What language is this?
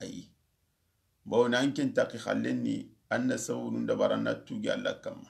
Soninke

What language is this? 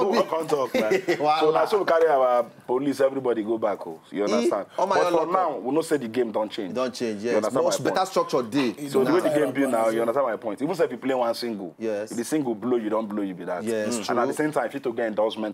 Nigerian Pidgin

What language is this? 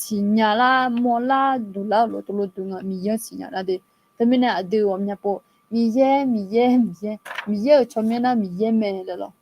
Akha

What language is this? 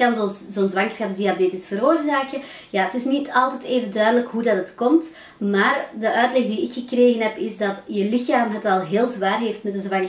Dutch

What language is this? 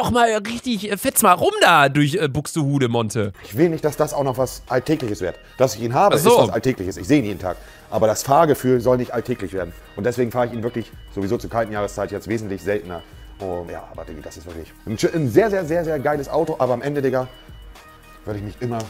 German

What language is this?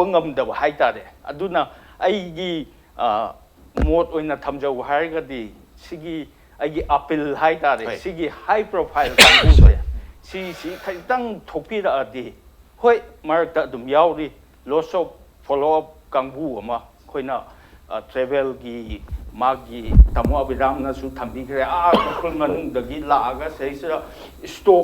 Manipuri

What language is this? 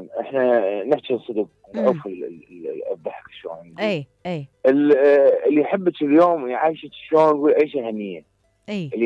Mesopotamian Arabic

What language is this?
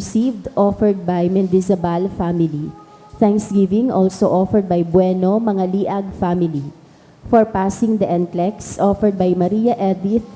Bikol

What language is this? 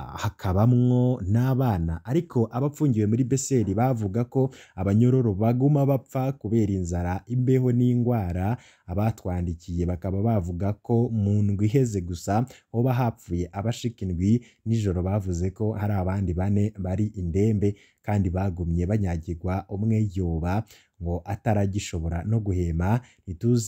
Rundi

